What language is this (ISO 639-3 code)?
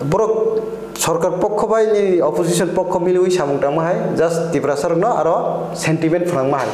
trp